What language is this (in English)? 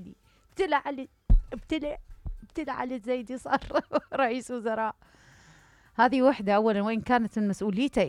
Mesopotamian Arabic